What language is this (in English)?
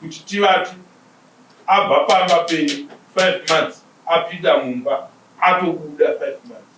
Shona